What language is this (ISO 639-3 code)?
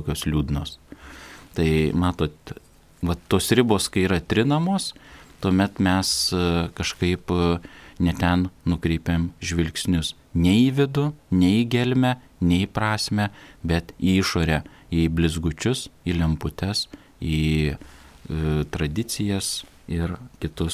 lit